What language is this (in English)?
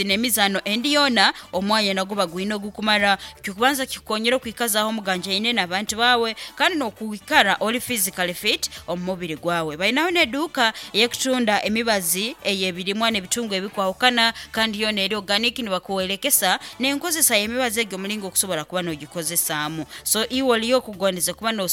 Nyankole